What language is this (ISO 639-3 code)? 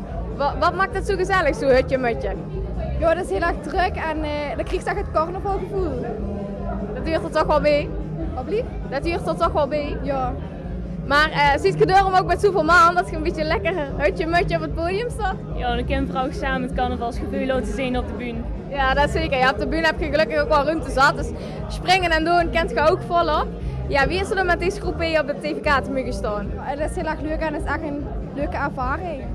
lim